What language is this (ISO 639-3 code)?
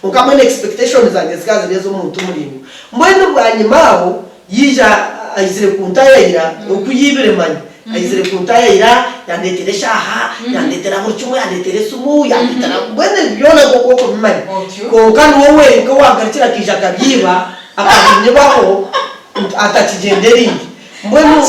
nyn